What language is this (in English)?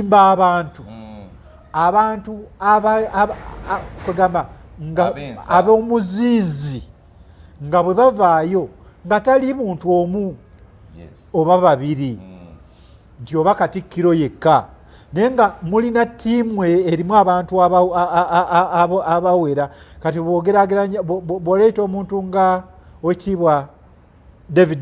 Ganda